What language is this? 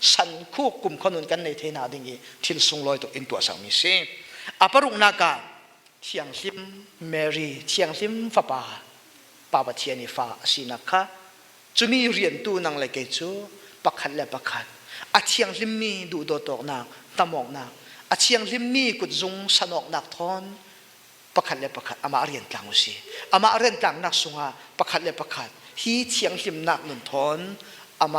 Falam Chin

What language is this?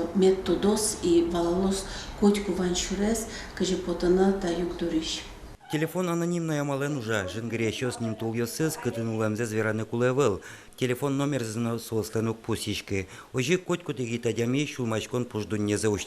Udmurt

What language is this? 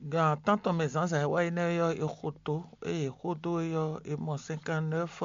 Fon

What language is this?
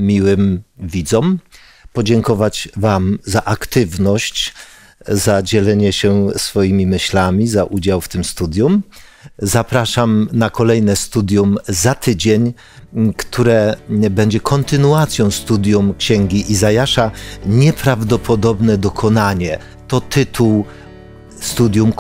Polish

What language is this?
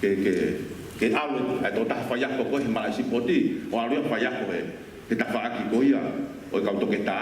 Tongan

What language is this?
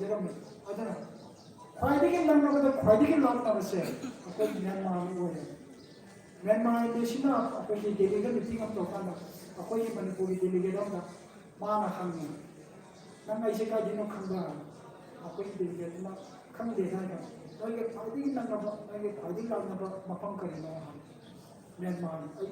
Manipuri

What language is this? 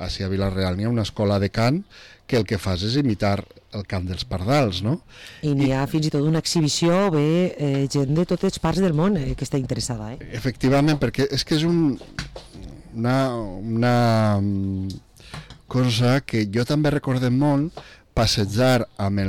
Catalan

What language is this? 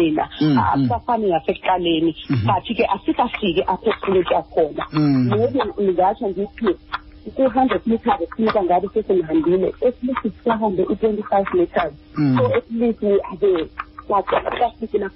Xhosa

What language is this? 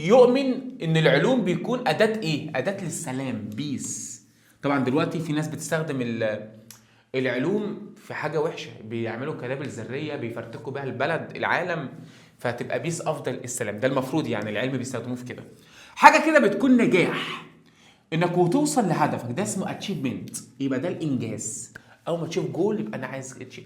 Egyptian Arabic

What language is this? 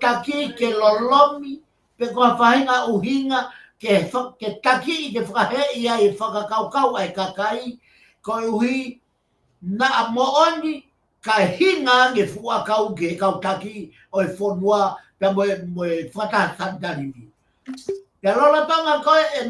Tongan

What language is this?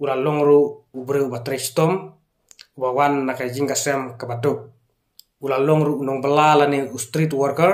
Khasi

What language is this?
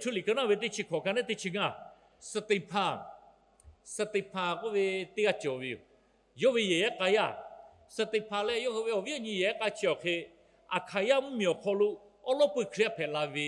Lahu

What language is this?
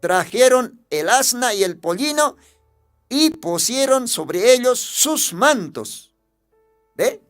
Aymara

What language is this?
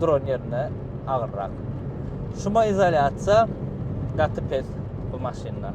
Turkmen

